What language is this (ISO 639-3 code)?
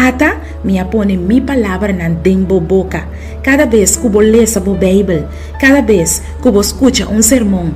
pap